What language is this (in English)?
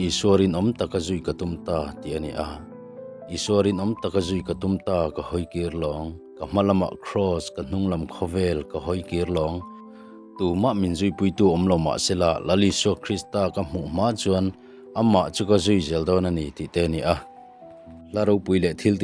Mizo